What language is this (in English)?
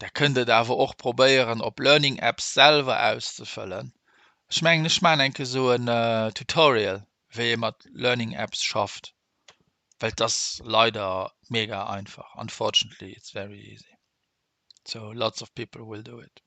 Luxembourgish